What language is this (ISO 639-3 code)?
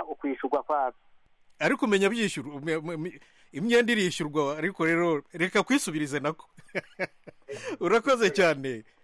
kin